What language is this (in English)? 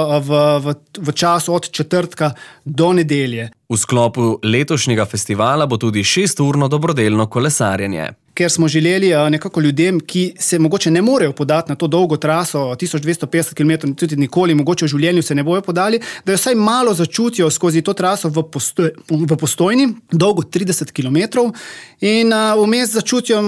Slovenian